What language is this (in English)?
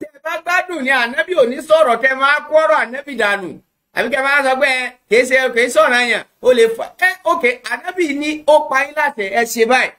Yoruba